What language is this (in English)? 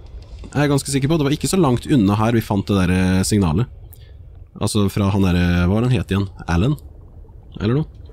Norwegian